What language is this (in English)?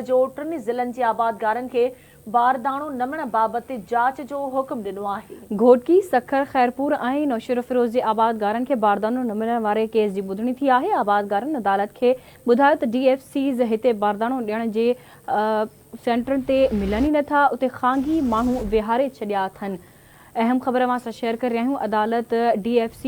Sindhi